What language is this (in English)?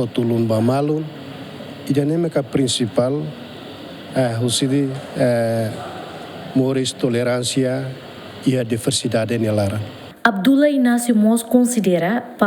Tetum